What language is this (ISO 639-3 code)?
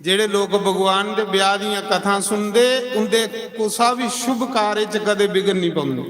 doi